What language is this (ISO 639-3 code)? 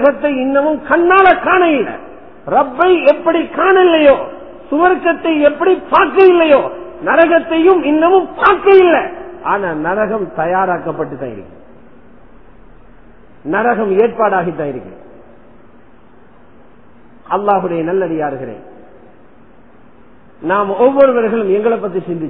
tam